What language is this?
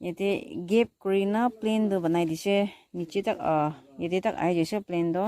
Naga Pidgin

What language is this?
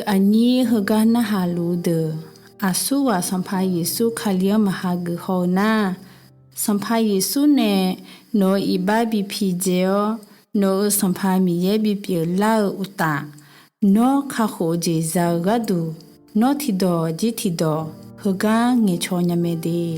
Akha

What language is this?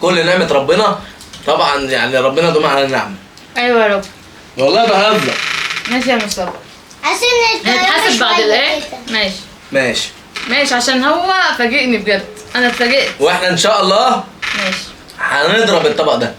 Egyptian Arabic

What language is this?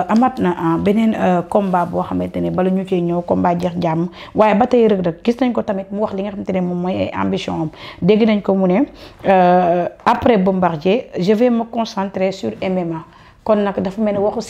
Wolof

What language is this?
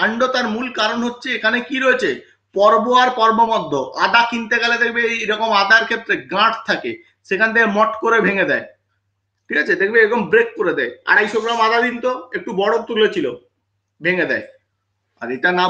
Bangla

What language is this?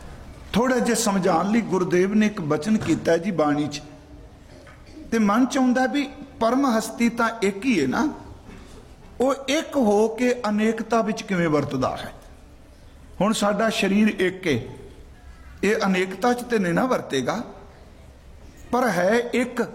Punjabi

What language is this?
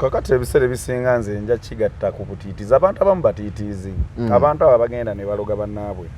Ganda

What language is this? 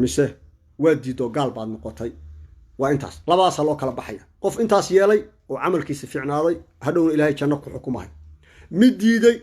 Somali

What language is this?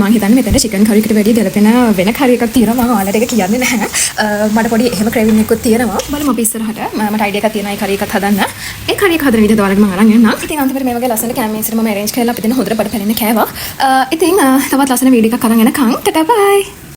Sinhala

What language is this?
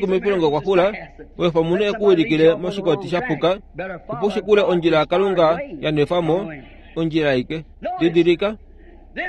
Kuanyama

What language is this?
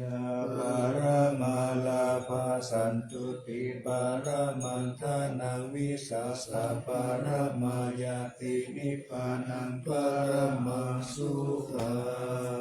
Pali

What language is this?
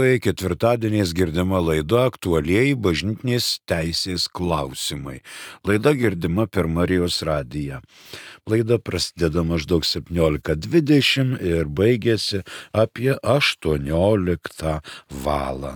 Lithuanian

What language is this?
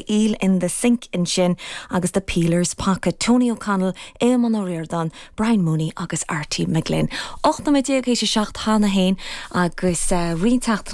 Irish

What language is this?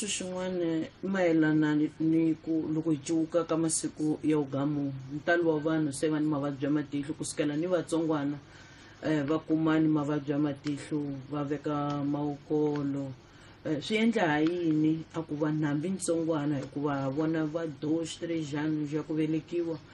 Tsonga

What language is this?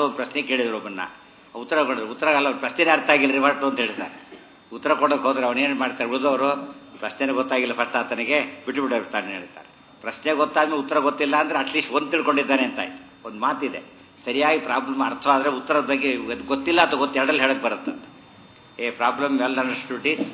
Kannada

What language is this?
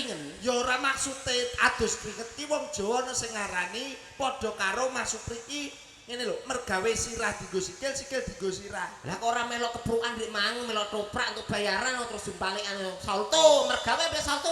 Javanese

